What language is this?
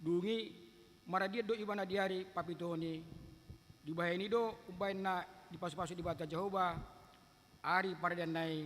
Batak Toba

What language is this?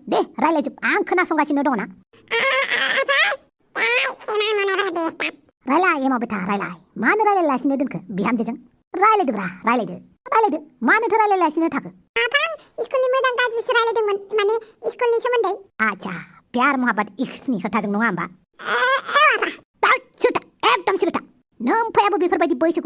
Bodo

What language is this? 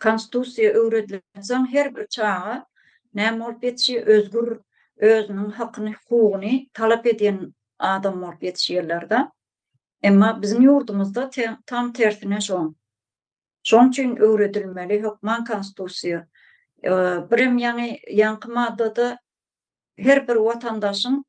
Turkmen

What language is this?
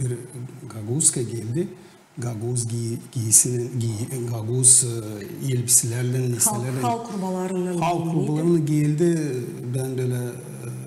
Gagauz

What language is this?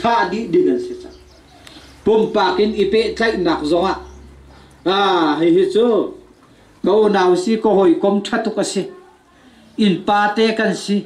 Hakha Chin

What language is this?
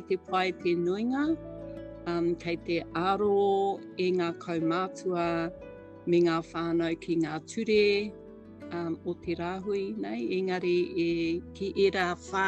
Māori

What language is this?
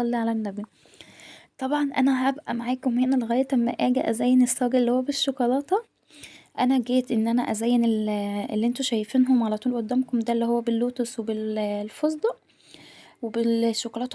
Egyptian Arabic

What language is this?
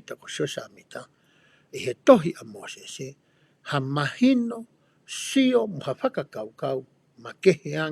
Tongan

